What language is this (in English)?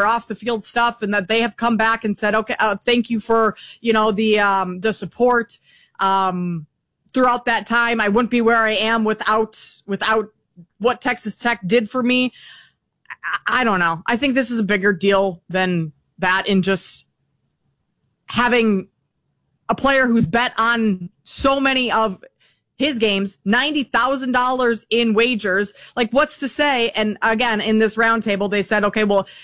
English